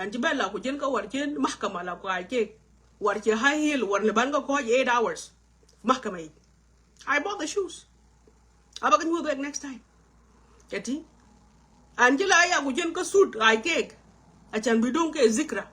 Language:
Nuer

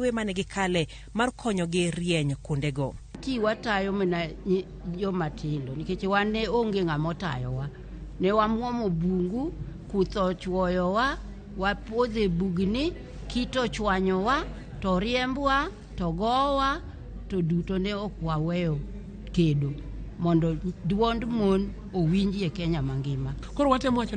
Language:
Luo (Kenya and Tanzania)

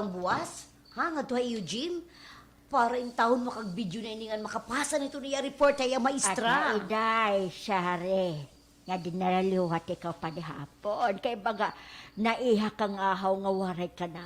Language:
Waray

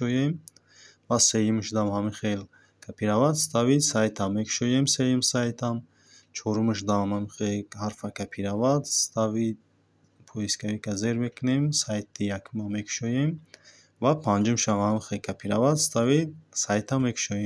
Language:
Tajik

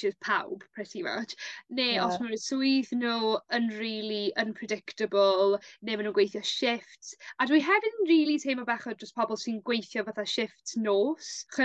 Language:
Welsh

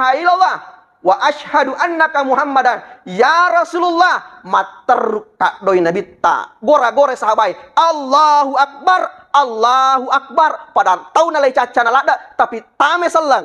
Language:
Buginese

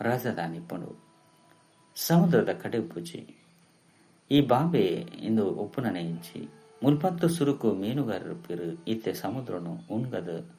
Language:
Tulu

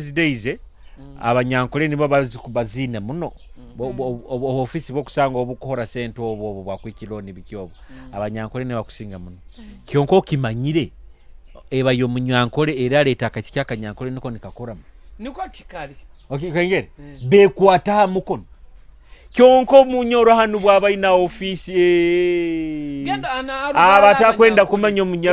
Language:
Nyoro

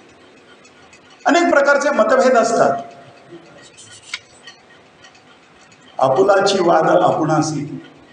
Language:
Marathi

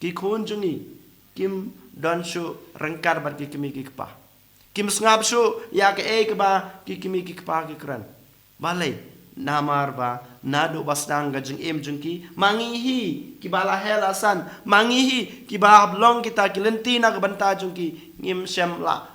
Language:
Khasi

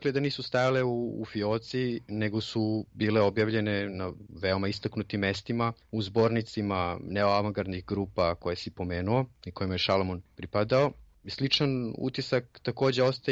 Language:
Serbian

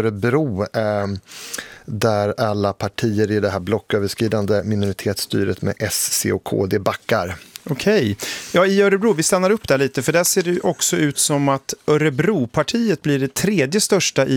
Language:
Swedish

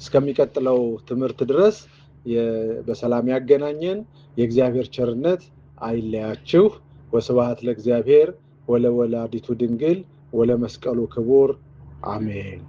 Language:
Amharic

